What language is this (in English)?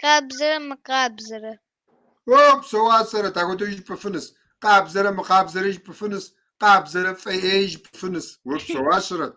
Kabardian